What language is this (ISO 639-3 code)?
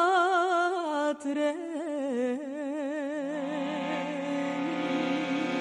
srp